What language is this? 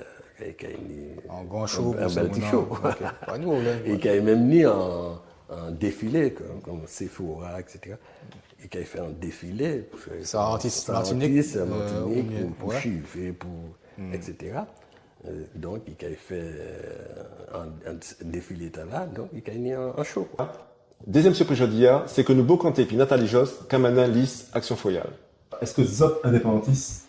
Guadeloupean Creole French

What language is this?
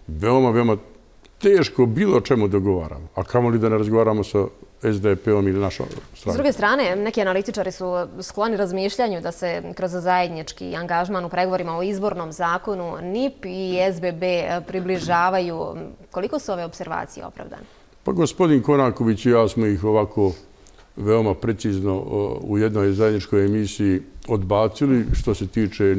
Bosnian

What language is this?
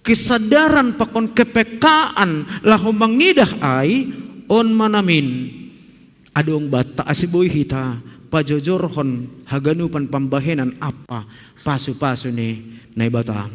Batak Simalungun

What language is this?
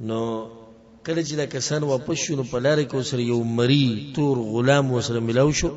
Pashto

